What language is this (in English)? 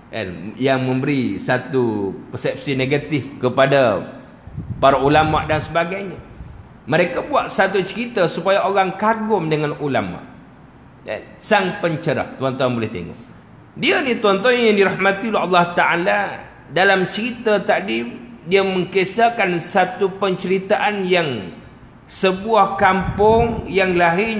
Malay